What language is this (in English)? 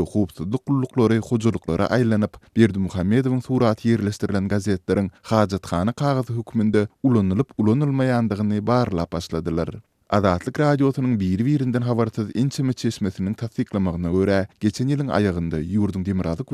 Turkmen